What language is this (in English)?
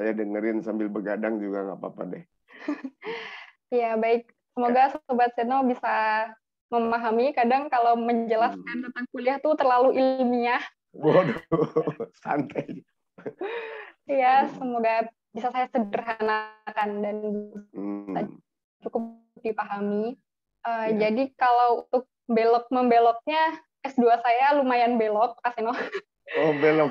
Indonesian